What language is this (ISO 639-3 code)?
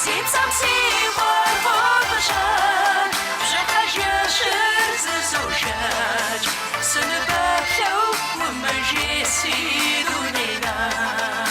kbd